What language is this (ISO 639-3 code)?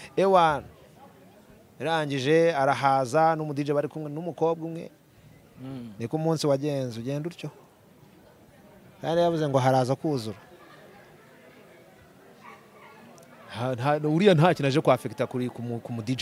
kin